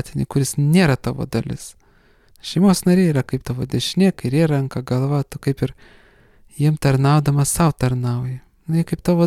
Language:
Lithuanian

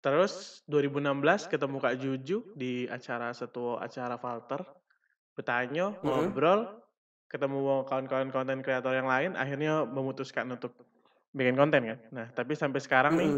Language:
Musi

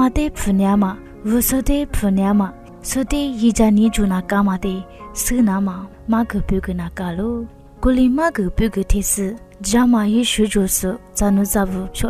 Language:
Lisu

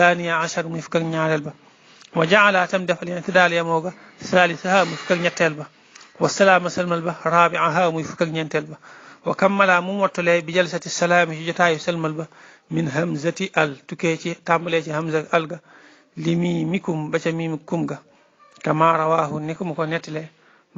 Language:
Wolof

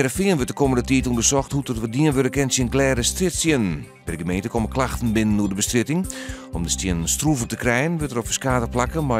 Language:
Western Frisian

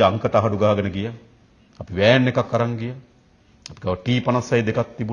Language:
Sinhala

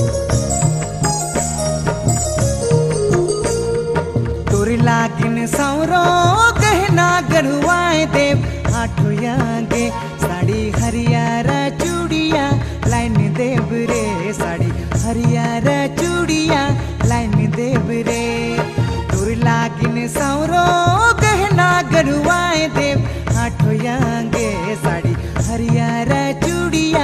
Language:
Sadri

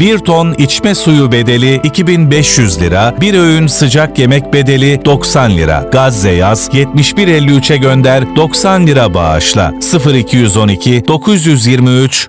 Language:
Turkish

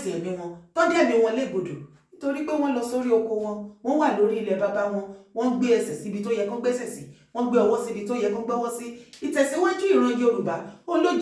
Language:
Yoruba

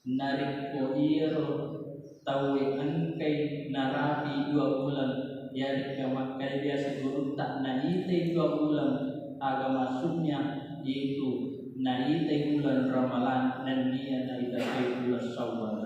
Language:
Buginese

